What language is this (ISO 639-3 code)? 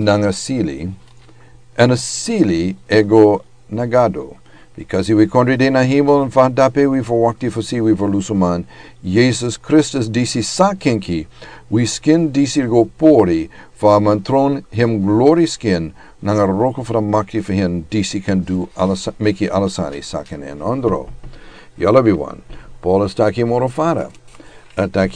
srn